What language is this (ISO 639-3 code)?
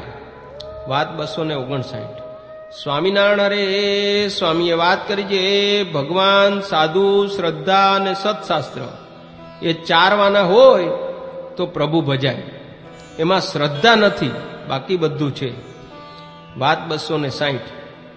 guj